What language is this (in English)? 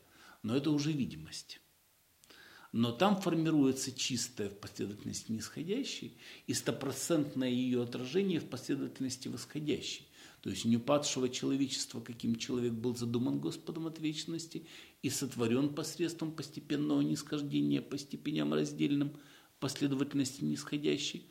Russian